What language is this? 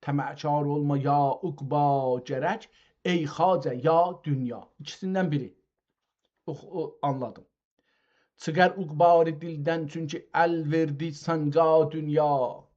South Azerbaijani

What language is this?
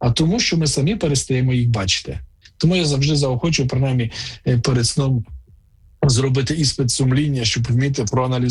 Ukrainian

